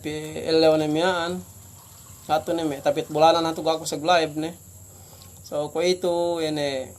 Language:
Yakan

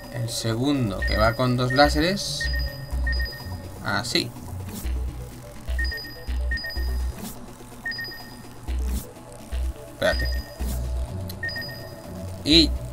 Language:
Spanish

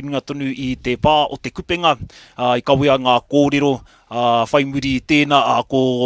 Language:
Māori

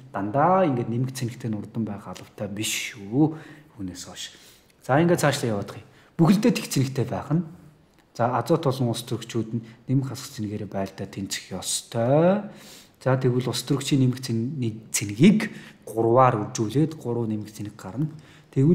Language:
Mongolian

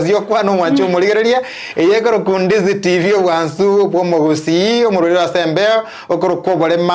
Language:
Gusii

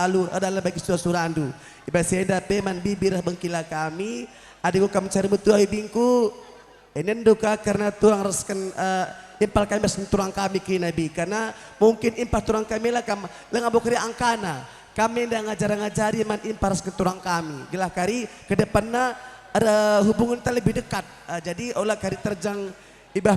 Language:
Batak Karo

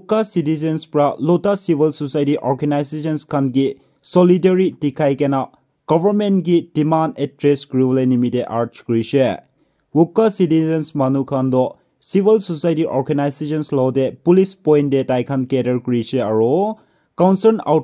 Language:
Naga Pidgin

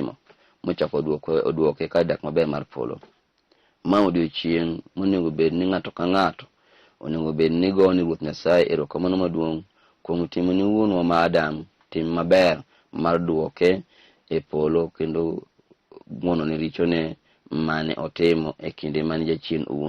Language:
Luo (Kenya and Tanzania)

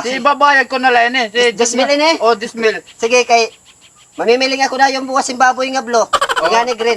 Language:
Waray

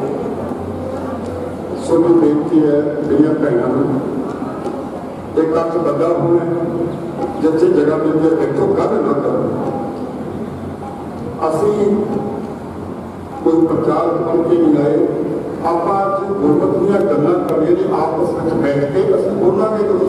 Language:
Punjabi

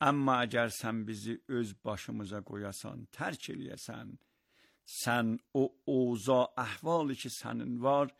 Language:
Azerbaijani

